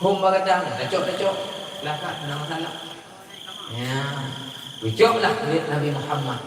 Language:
Achinese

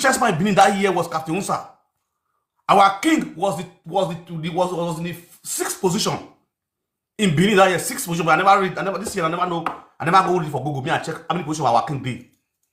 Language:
Nigerian Pidgin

